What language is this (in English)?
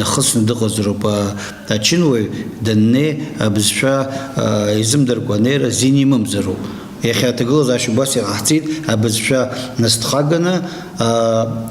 Abkhazian